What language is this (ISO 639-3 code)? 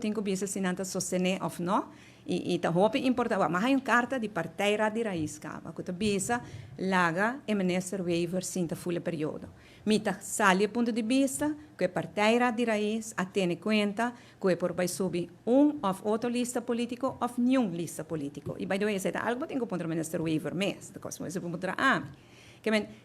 pap